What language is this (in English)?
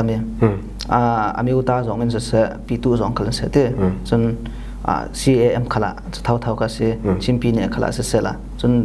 Falam Chin